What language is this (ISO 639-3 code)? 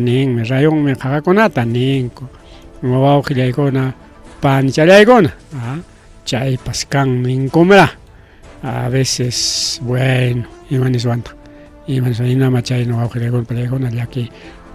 quy